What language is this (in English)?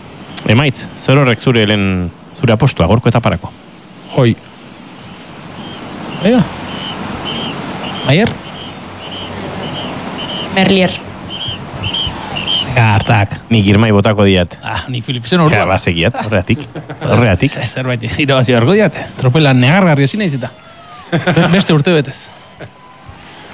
Basque